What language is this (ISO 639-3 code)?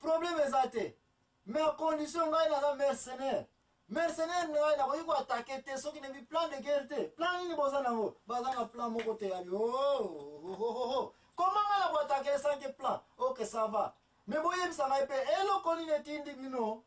lin